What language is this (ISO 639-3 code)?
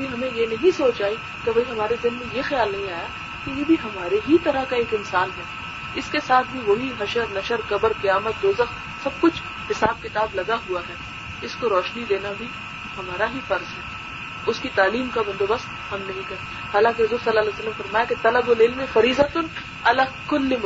urd